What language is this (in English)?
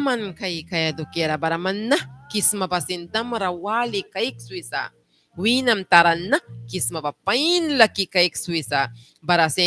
Mískito